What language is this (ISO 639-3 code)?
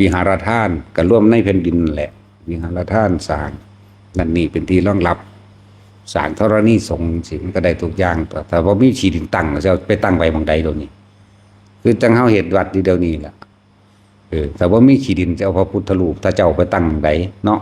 tts